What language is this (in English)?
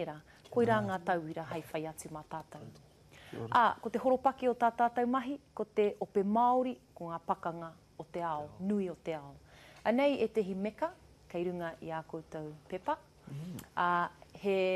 Māori